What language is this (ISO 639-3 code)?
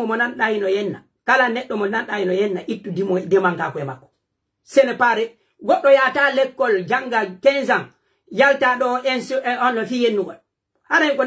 fuf